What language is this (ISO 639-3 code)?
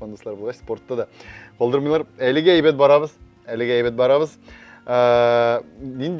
tat